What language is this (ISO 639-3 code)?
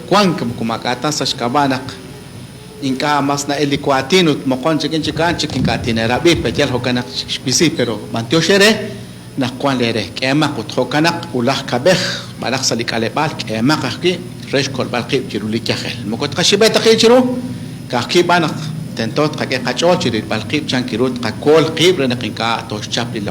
kek